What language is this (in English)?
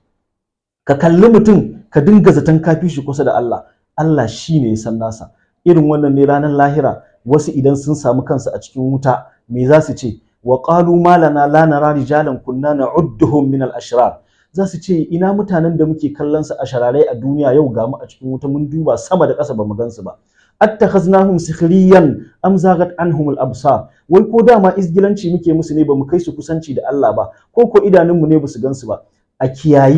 Hausa